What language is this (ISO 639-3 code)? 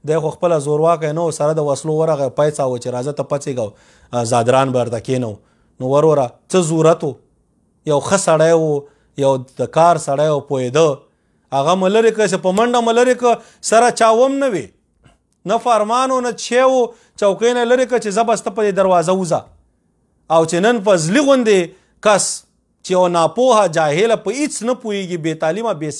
pus